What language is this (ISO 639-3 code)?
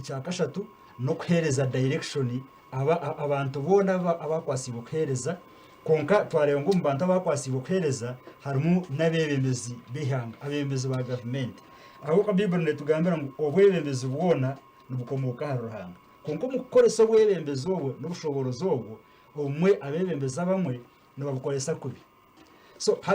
nyn